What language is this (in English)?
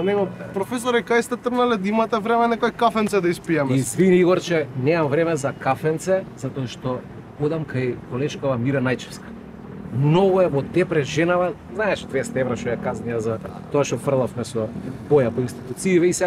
Macedonian